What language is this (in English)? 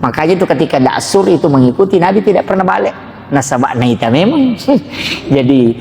Buginese